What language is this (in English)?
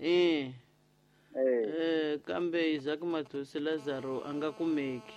Tsonga